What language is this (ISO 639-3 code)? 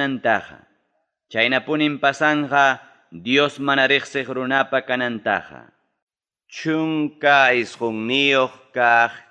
quy